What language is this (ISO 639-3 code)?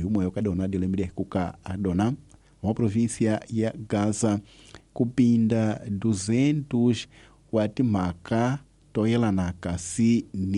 tso